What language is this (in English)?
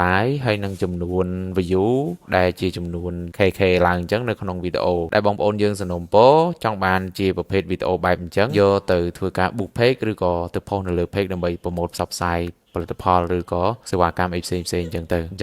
Khmer